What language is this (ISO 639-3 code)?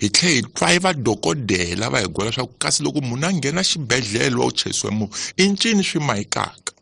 tso